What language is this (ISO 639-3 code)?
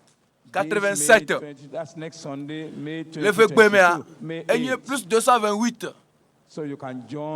ewe